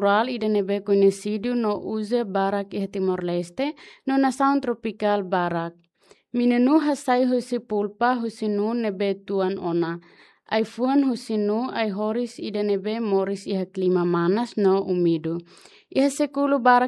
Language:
Tetum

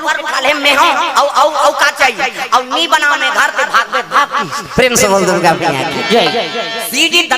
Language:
Chhattisgarhi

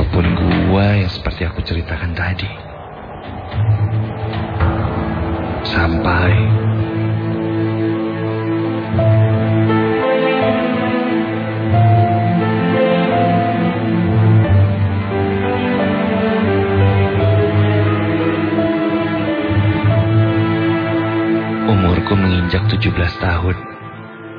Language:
Indonesian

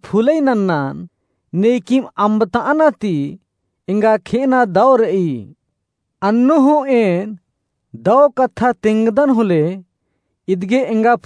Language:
Kurukh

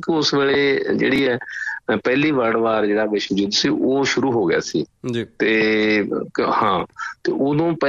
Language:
Punjabi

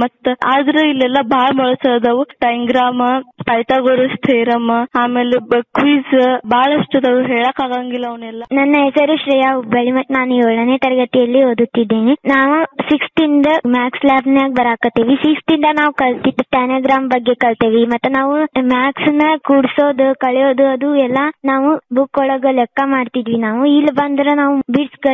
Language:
Kannada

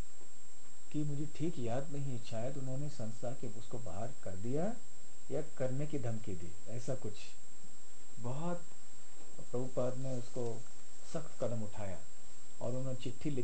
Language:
Hindi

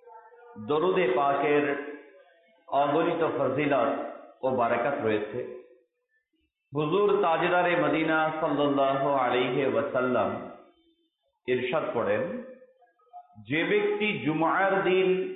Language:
Bangla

